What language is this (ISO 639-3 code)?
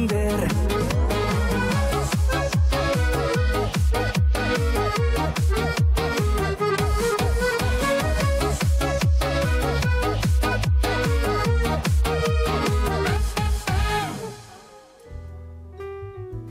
kaz